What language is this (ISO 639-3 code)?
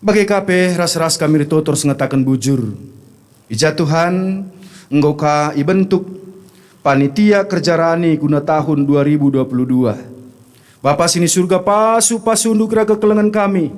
btx